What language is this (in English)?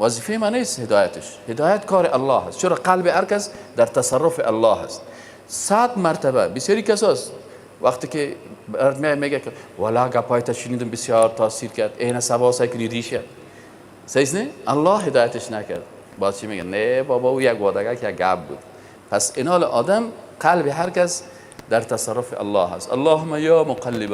Persian